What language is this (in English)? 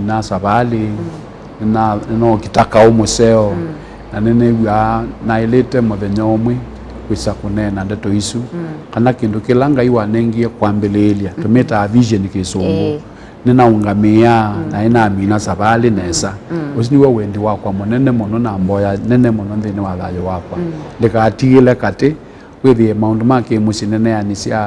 Kamba